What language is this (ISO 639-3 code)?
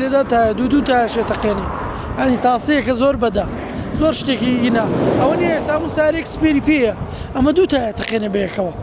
ckb